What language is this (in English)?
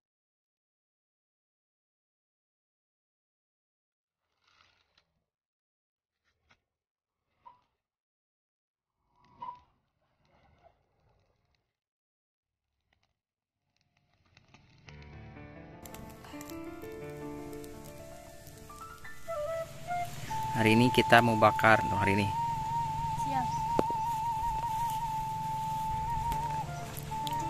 Indonesian